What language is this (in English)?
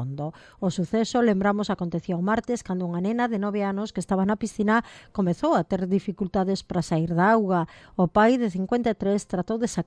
Galician